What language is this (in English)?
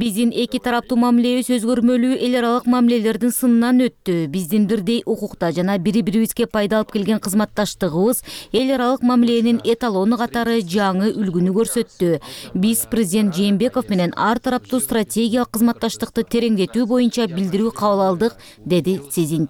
Kyrgyz